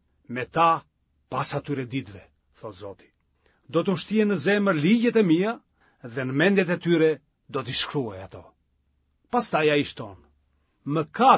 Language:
Albanian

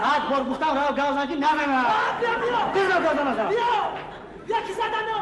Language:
Tajik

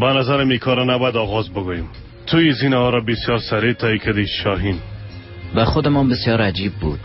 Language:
Persian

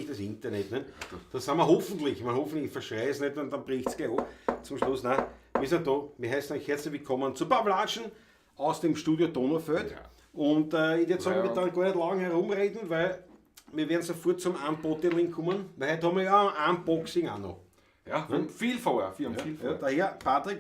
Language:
Bavarian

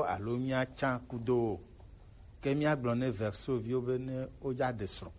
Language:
Gen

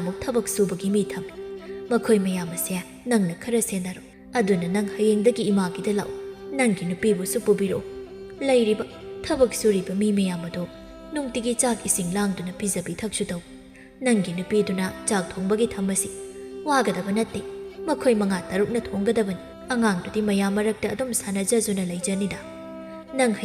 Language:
Manipuri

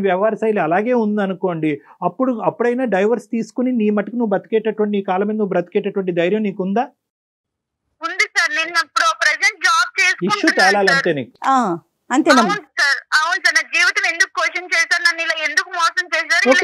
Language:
Telugu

